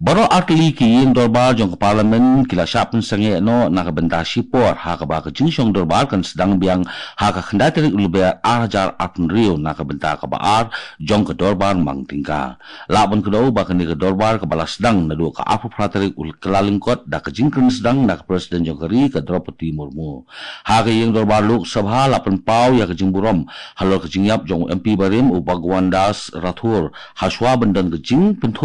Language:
Khasi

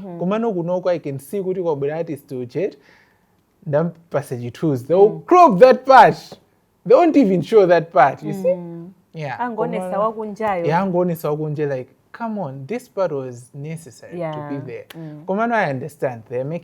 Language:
Nyanja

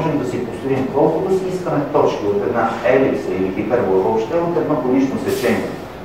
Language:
Bulgarian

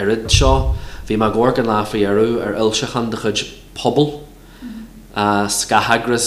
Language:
Irish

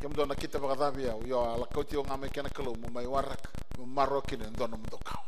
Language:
Fijian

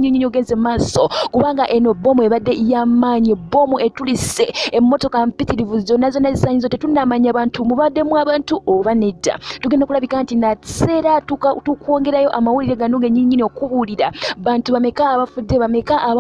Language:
Ganda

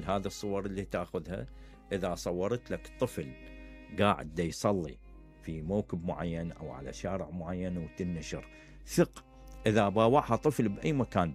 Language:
Mesopotamian Arabic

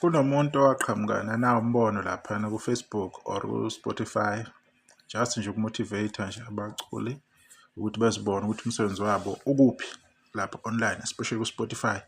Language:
Zulu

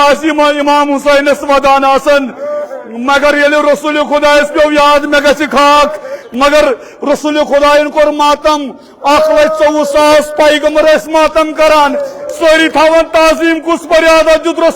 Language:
Kashmiri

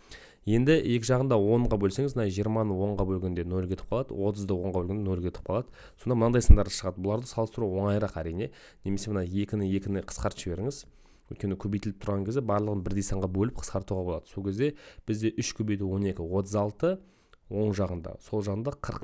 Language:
Kazakh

